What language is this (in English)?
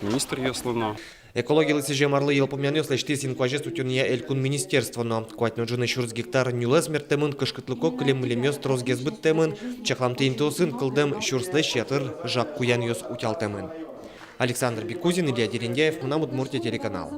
Udmurt